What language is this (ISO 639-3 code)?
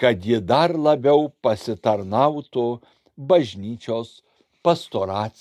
lit